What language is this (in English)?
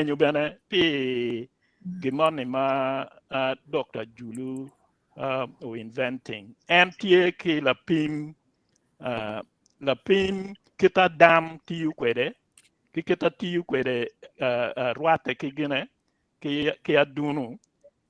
Acoli